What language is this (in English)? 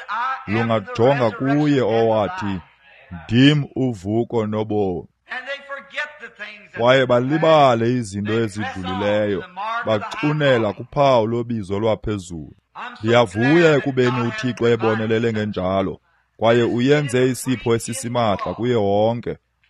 Xhosa